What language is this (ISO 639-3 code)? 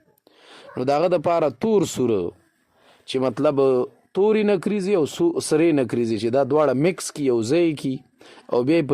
pus